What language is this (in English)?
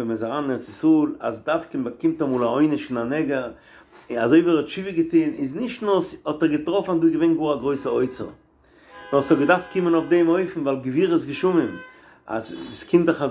Yiddish